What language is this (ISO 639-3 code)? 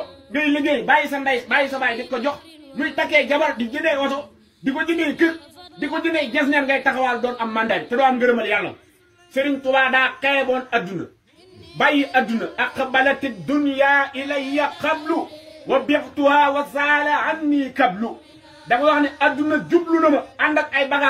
wol